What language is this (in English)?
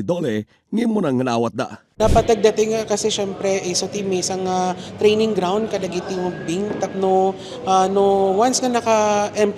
Iloko